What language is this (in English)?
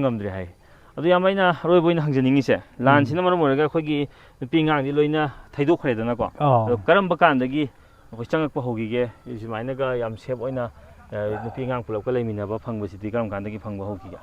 Manipuri